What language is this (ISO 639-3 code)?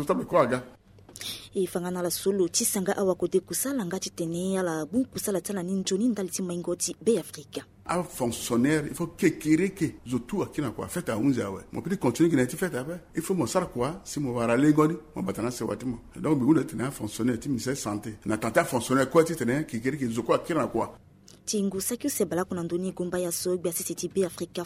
sag